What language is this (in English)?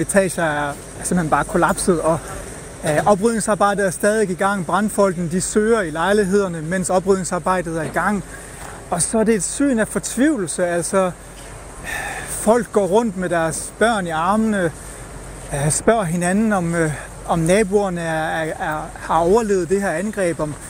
Danish